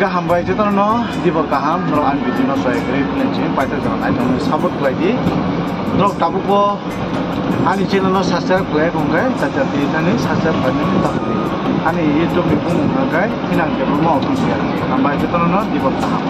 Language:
Kok Borok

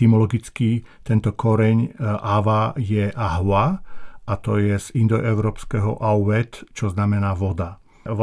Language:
Slovak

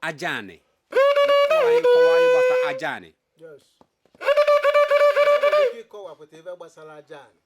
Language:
Igbo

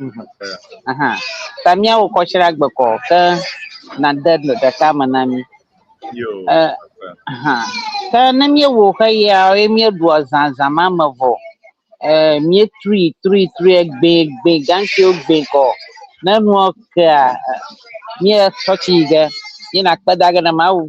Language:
Ewe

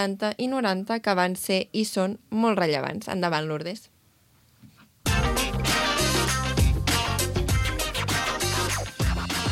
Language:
Catalan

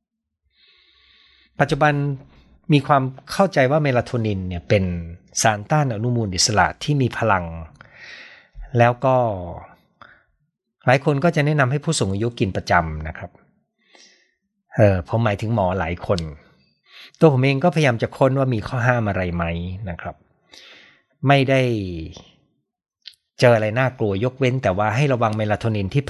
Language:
Thai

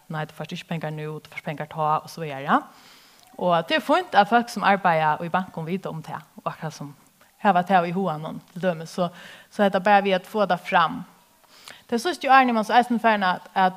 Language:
Faroese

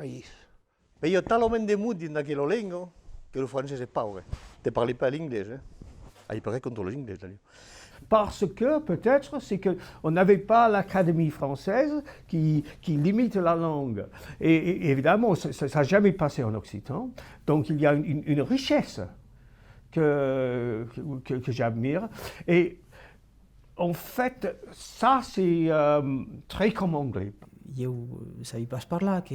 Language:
Occitan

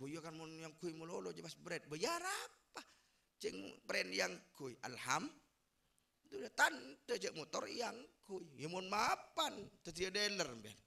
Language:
Madurese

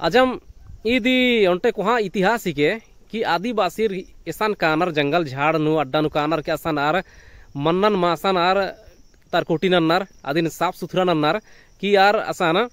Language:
Kurukh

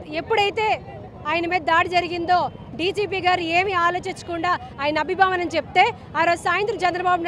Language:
Telugu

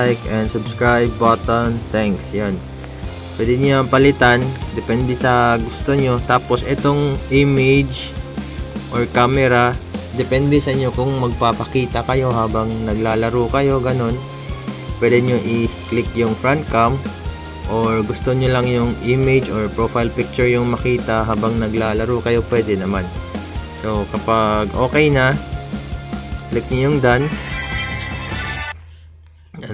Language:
Filipino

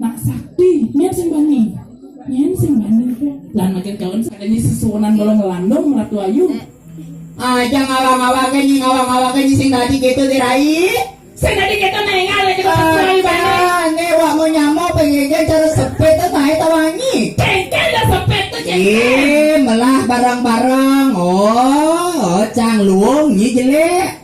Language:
Balinese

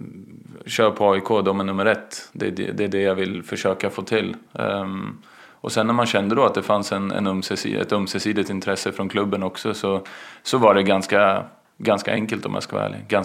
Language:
Swedish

